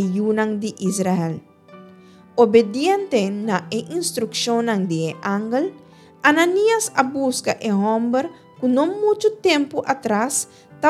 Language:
Papiamento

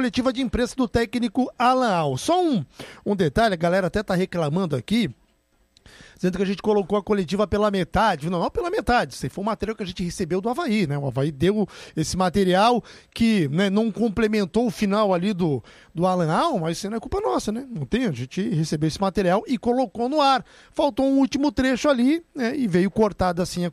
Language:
Portuguese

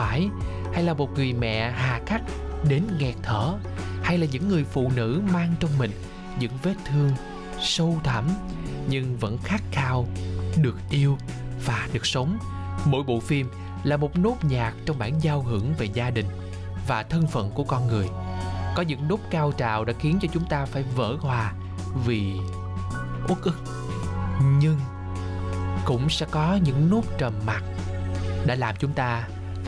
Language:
Vietnamese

